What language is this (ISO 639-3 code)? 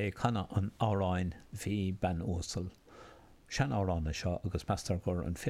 gle